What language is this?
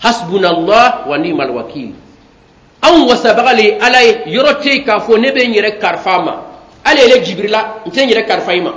Bambara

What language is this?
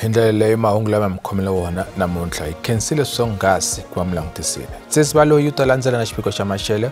Tsonga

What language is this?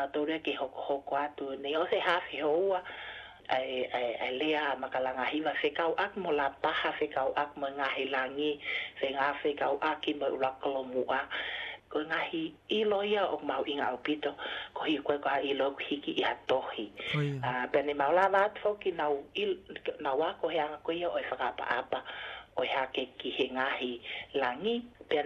Tongan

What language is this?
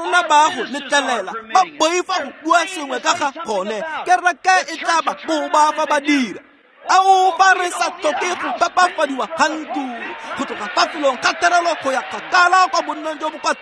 Tswana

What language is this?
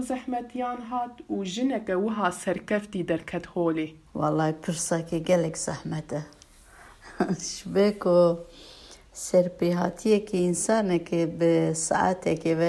Kurdish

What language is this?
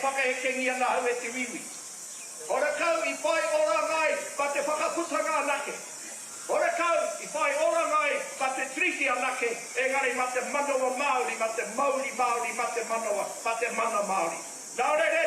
Māori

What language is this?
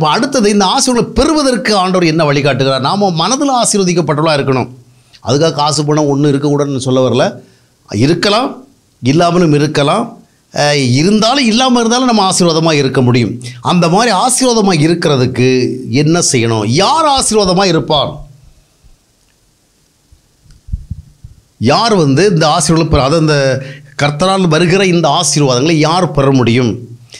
Tamil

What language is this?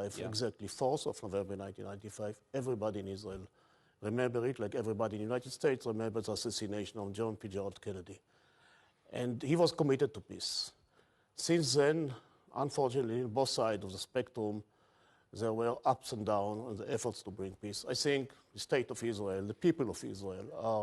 English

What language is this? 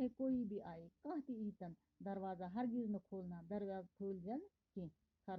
Kashmiri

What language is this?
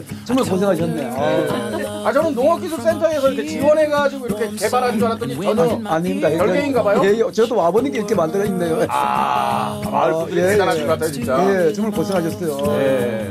Korean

